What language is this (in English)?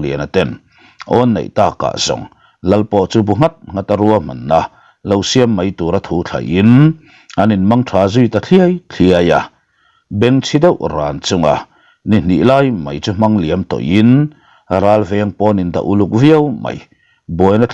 Mizo